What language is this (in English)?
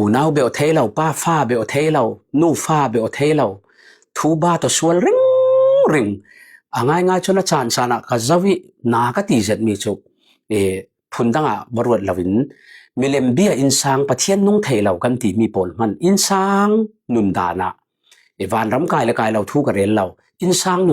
Falam Chin